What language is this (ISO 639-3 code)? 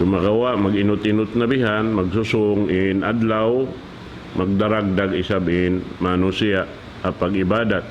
tsg